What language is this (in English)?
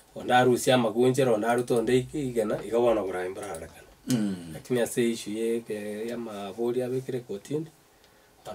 Gusii